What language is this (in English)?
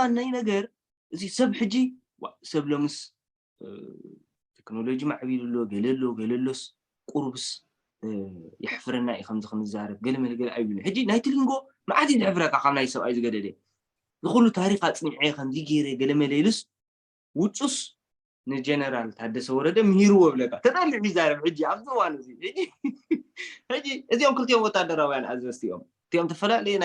Tigrinya